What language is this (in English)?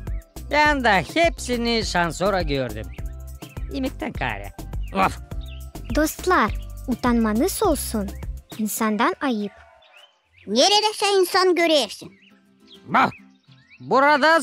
Gagauz